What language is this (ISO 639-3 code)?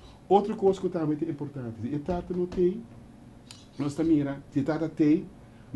pap